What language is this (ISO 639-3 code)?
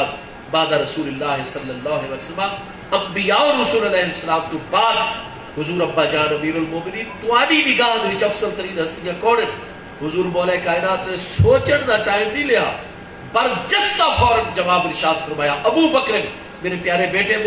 skr